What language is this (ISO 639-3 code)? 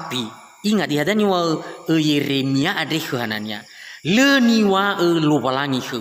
nia